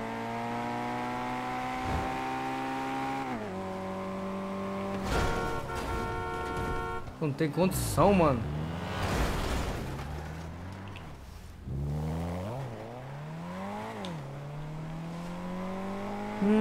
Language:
Portuguese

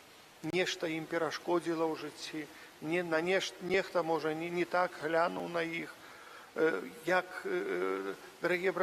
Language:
Belarusian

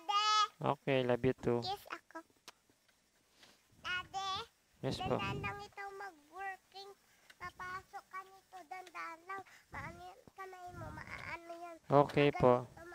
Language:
Filipino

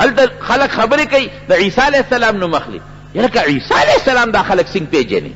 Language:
Pashto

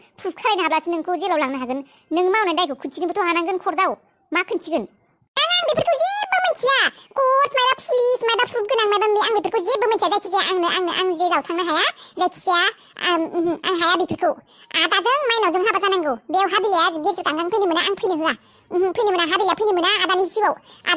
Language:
Bodo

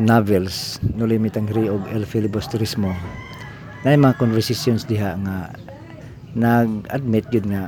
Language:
Cebuano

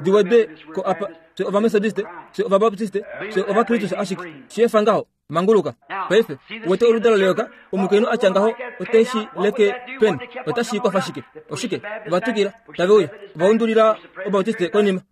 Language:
Kuanyama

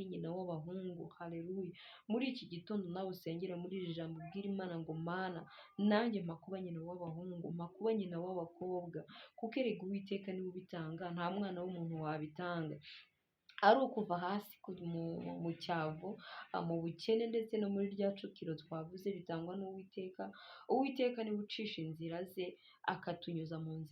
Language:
Kinyarwanda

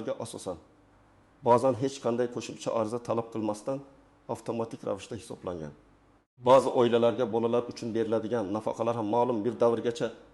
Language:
Uzbek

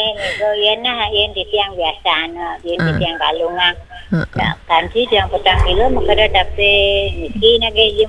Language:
Balinese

